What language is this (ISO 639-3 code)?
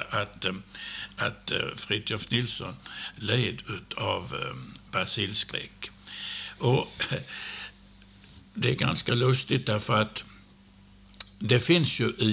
swe